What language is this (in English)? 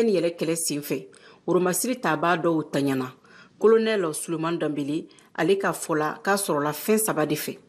Bambara